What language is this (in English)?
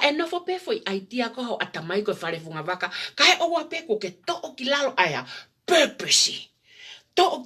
Tongan